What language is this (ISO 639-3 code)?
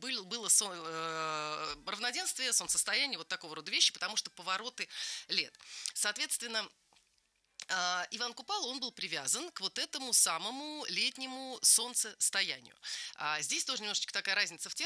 rus